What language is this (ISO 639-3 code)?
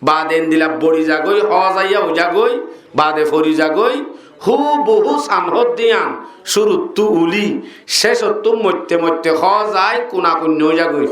rhg